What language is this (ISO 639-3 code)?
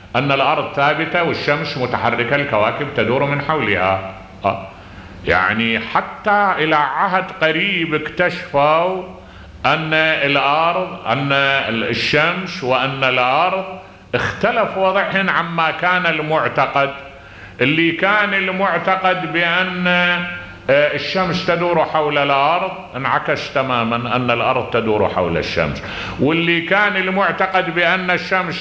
ara